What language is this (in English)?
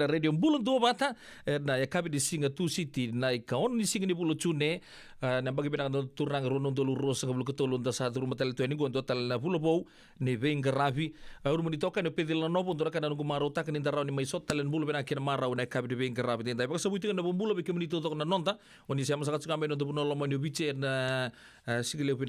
Fijian